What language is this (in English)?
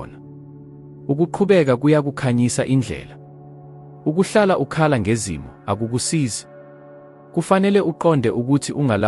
Zulu